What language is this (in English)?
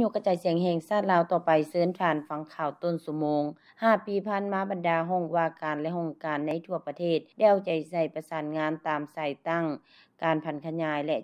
Lao